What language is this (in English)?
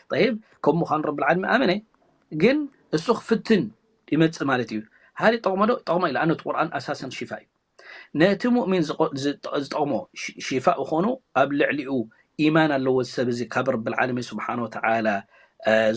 Tigrinya